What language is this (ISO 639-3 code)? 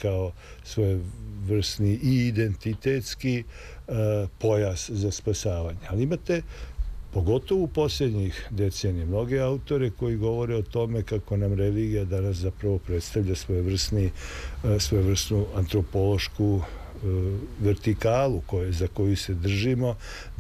srp